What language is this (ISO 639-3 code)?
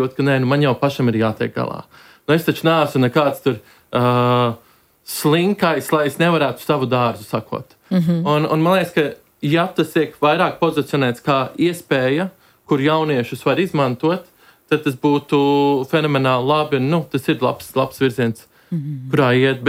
lav